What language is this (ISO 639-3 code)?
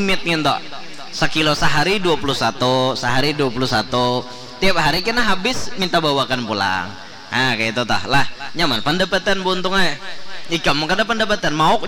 bjn